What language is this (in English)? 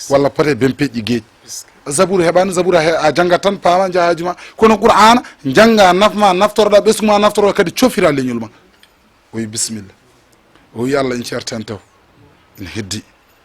Fula